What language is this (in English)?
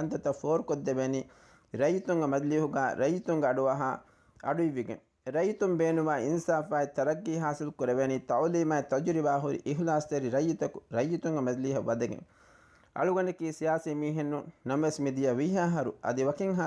Divehi